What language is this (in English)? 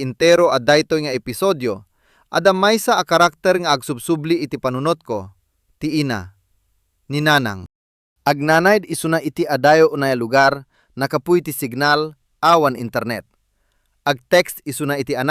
Iloko